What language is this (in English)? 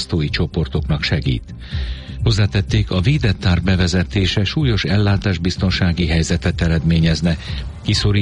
Hungarian